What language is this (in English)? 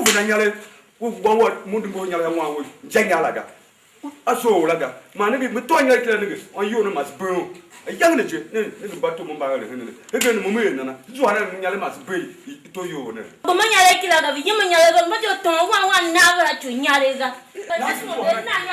Tiv